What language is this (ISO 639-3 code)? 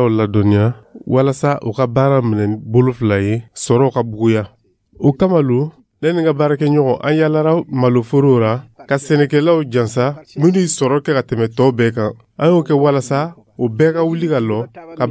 dyu